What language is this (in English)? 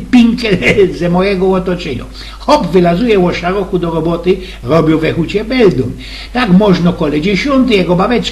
Silesian